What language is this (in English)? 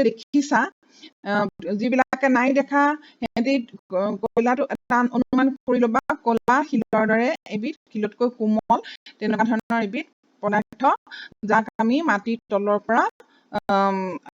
Assamese